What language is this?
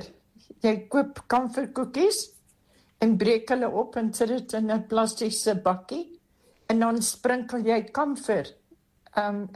Afrikaans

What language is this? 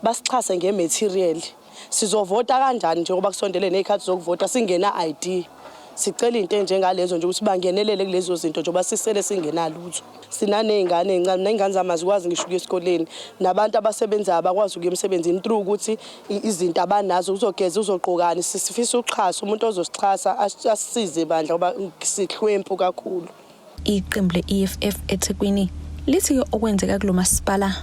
Zulu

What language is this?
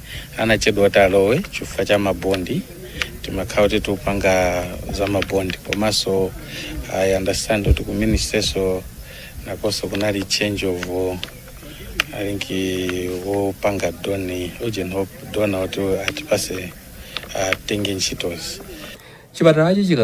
Nyanja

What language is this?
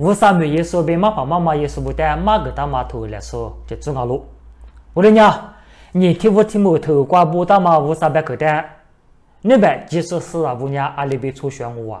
Lisu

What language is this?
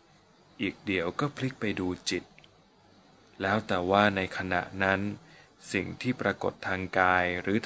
Thai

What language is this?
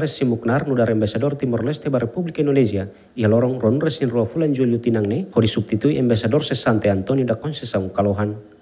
Tetum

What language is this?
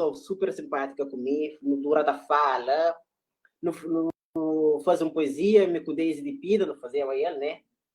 Kabuverdianu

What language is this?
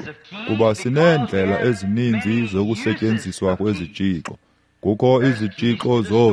Xhosa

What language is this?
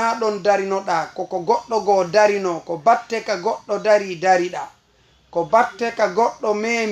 Fula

